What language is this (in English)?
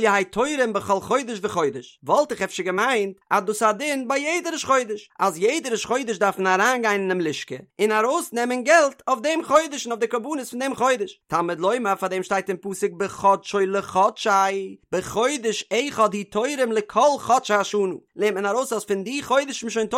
Yiddish